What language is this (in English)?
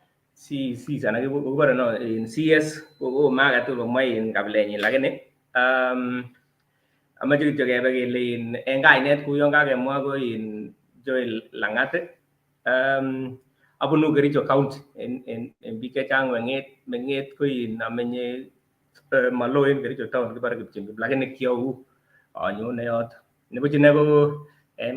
Kalenjin